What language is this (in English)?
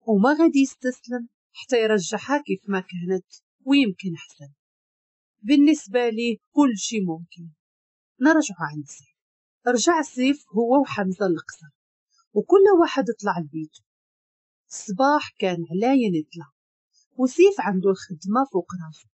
Moroccan Arabic